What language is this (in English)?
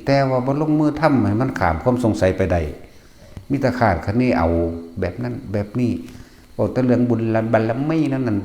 Northeastern Thai